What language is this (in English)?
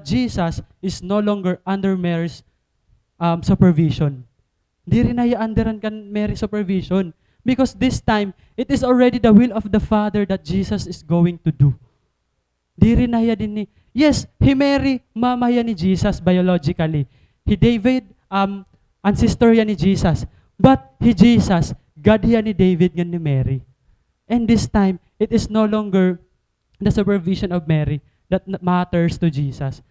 Waray